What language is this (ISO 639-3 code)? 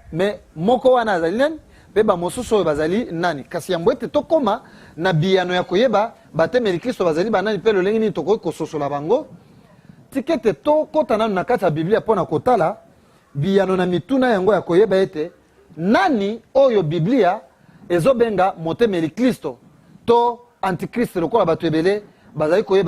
lin